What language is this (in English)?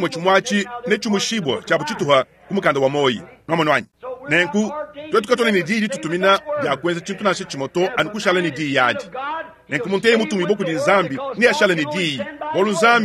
Luba-Lulua